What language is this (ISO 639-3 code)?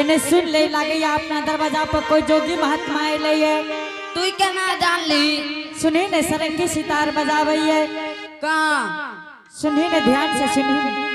anp